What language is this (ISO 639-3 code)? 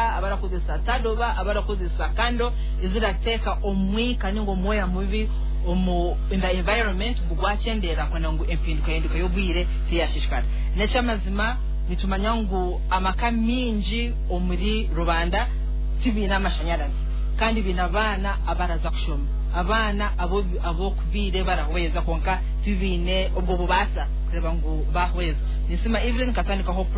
nyn